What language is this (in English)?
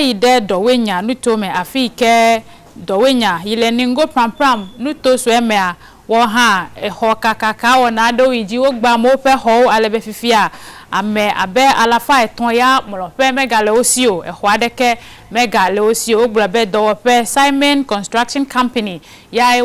Ewe